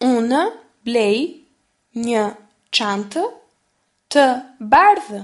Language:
Albanian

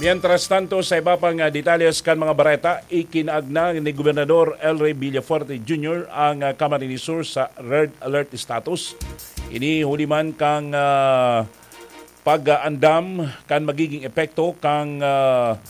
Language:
Bikol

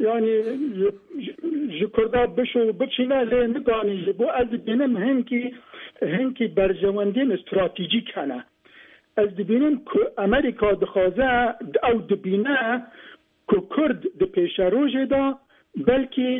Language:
Kurdish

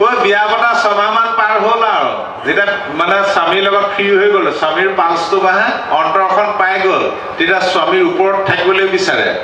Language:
Assamese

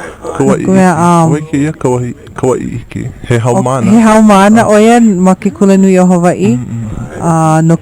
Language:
Hawaiian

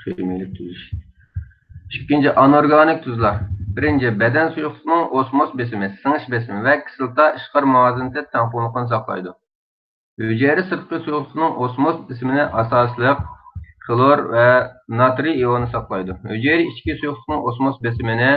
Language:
Uyghur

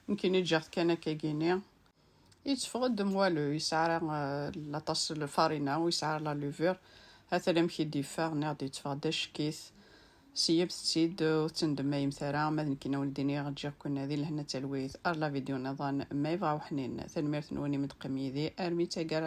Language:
Kabyle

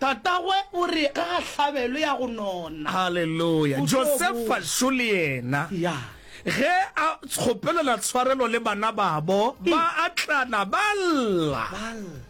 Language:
Northern Sotho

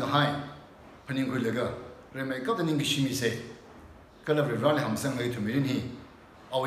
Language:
Tangkhul Naga (India)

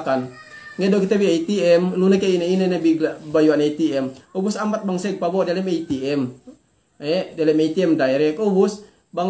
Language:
Yakan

